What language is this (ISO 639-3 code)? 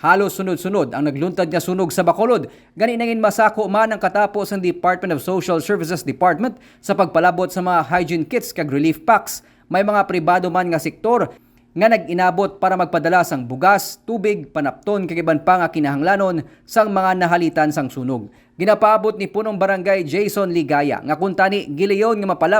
hil